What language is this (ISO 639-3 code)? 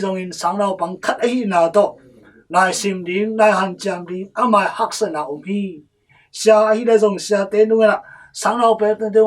ctd